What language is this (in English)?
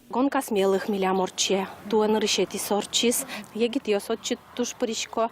Udmurt